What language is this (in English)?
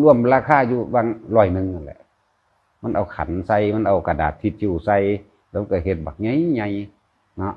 Northeastern Thai